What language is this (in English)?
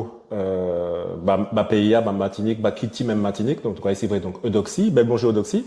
Guadeloupean Creole French